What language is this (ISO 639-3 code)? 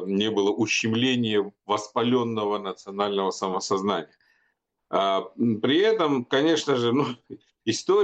rus